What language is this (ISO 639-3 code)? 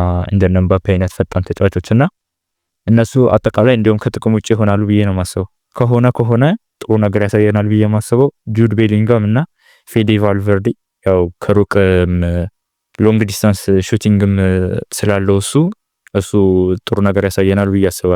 amh